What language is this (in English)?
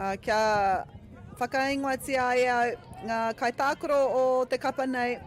Māori